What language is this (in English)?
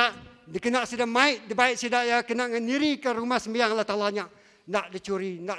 Iban